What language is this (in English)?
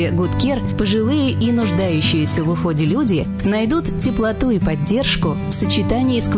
Russian